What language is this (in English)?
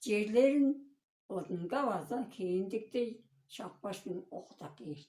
Tuvinian